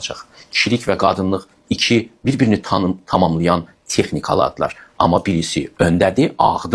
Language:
Azerbaijani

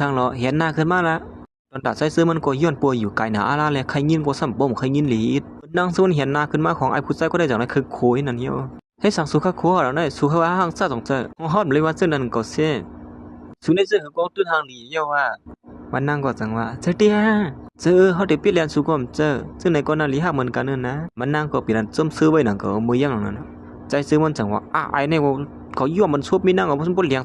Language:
Shan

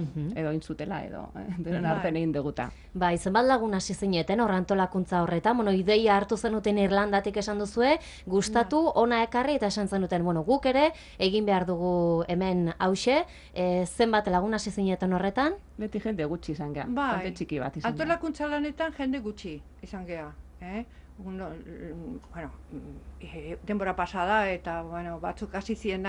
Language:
Basque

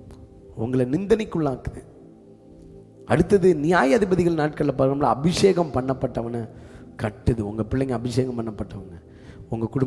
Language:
Tamil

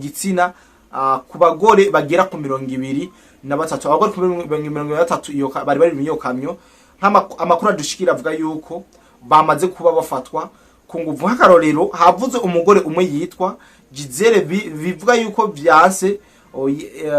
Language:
Rundi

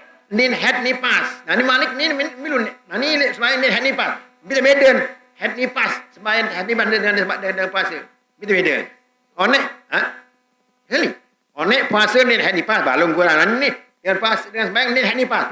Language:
Sasak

